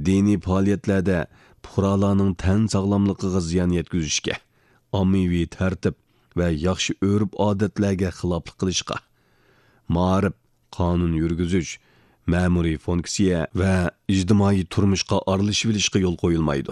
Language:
Uyghur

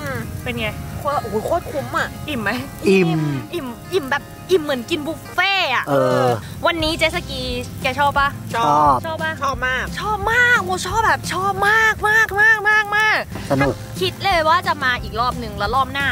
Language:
Thai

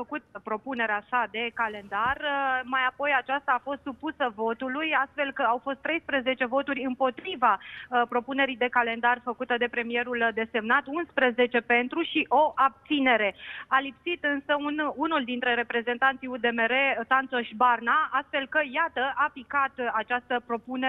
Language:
Romanian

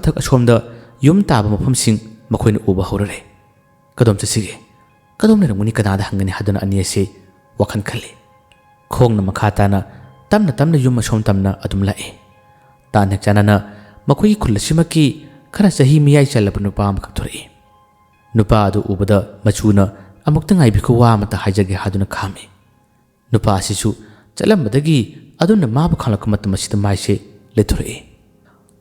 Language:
Manipuri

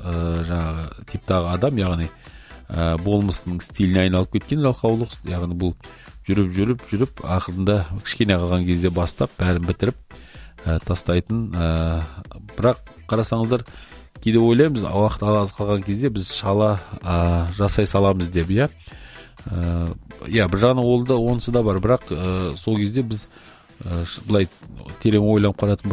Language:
Kazakh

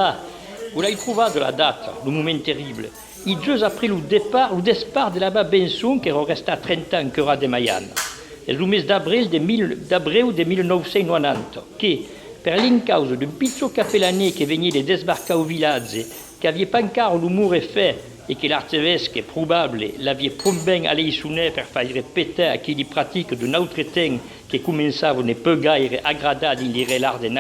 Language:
Occitan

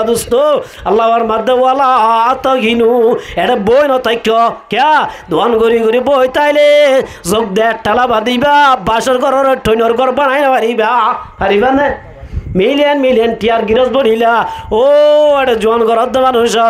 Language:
Rohingya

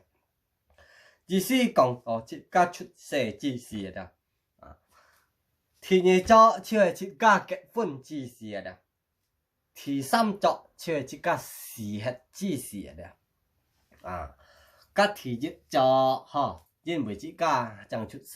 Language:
Hakka Chinese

